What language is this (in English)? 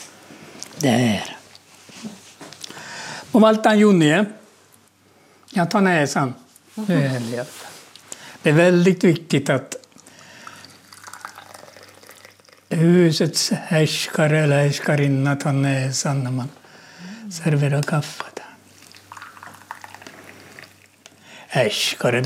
Swedish